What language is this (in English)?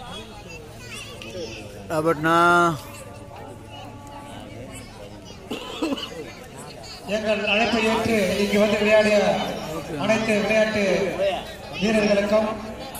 Tamil